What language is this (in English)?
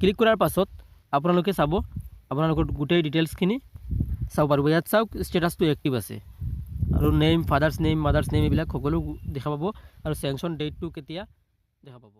Assamese